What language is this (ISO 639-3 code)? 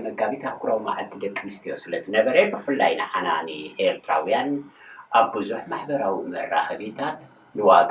tir